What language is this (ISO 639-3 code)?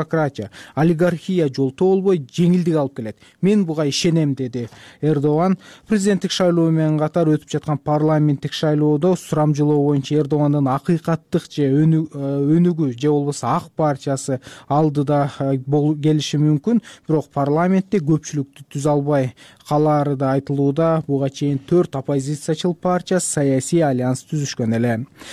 kir